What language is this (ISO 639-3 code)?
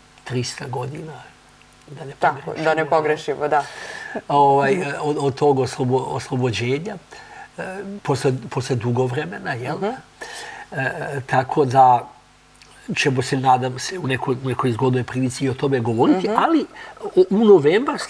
srp